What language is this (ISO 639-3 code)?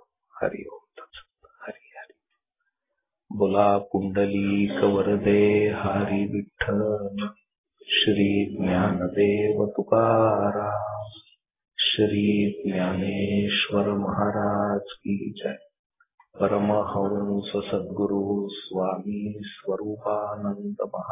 mar